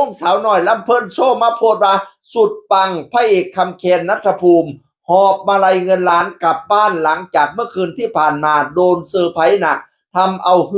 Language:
Northeastern Thai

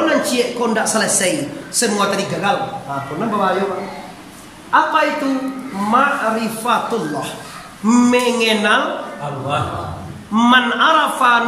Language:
Minangkabau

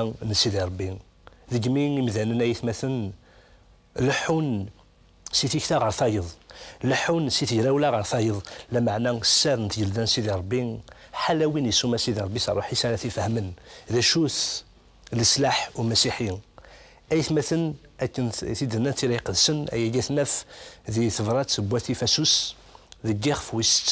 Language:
Kabyle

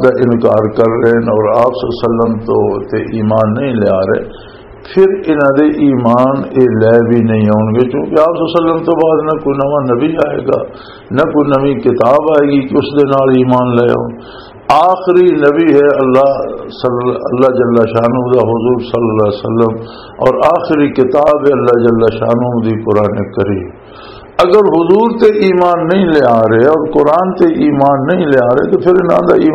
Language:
Western Panjabi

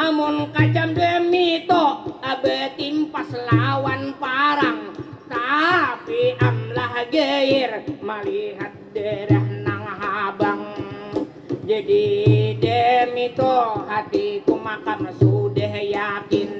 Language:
Banjar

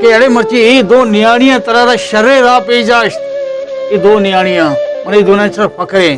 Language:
Baluchi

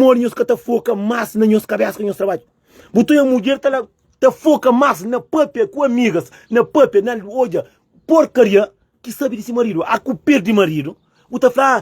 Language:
Kabuverdianu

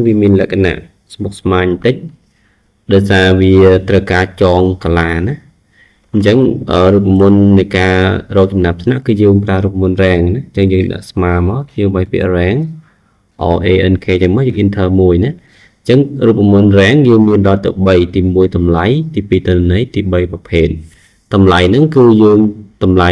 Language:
Khmer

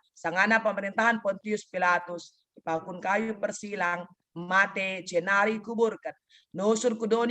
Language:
Batak Karo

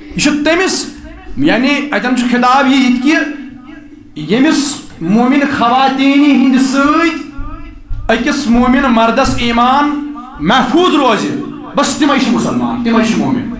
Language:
Kashmiri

